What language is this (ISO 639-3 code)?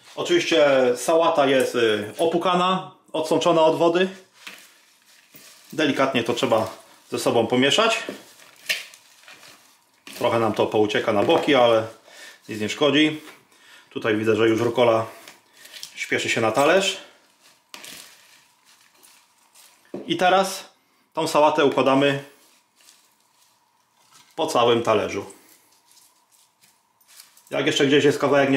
pol